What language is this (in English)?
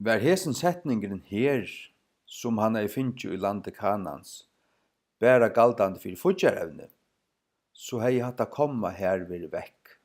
Faroese